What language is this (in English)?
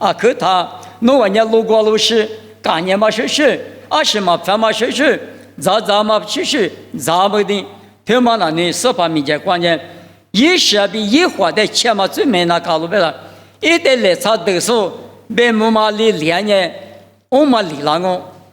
Lisu